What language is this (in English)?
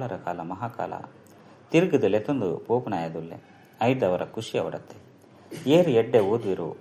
Tulu